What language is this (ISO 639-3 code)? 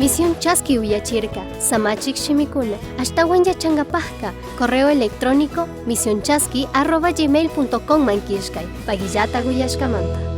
qug